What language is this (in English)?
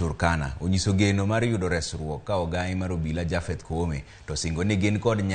Luo (Kenya and Tanzania)